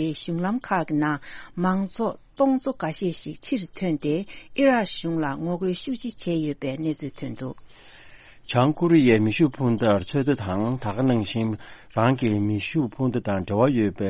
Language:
Tibetan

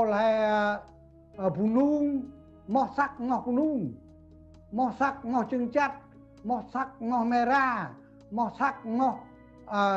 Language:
Central Mnong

